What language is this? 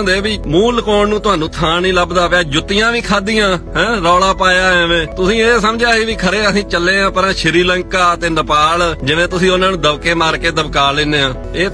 Western Panjabi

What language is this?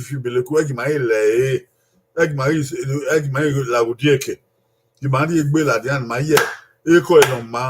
Bini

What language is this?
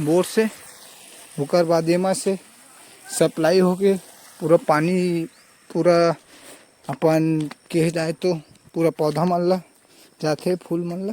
Chhattisgarhi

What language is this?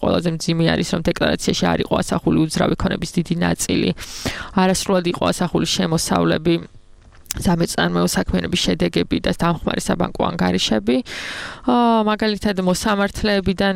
Georgian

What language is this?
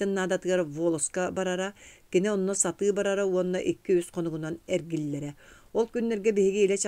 Yakut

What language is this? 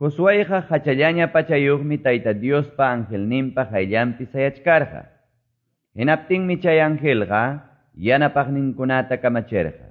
Quechua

